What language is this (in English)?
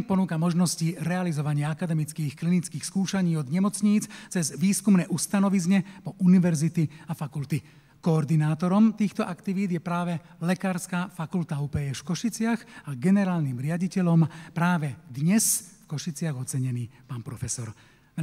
Slovak